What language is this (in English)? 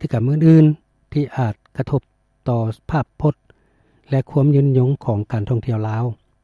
Lao